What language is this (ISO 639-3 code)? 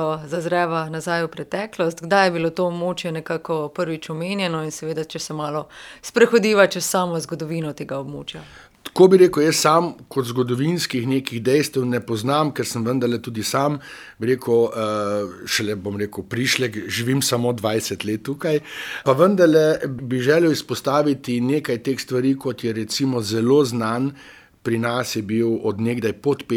slv